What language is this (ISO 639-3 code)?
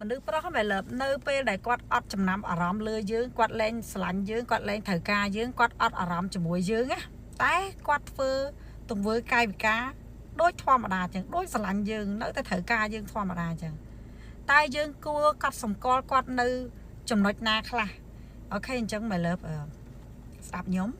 khm